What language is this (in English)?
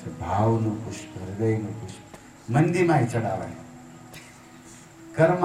Gujarati